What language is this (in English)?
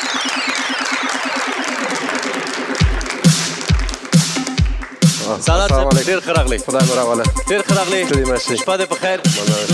Persian